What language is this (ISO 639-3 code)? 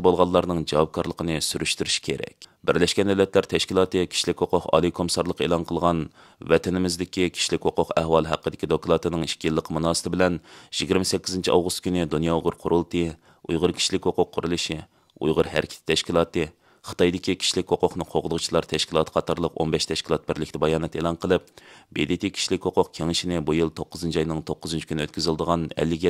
uig